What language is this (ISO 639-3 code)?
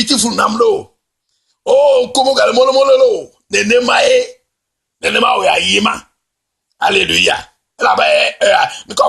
ewe